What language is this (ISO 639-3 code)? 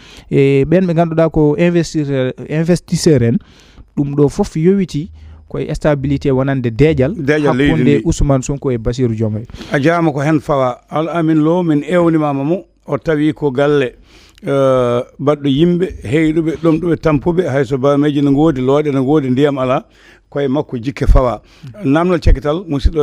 ful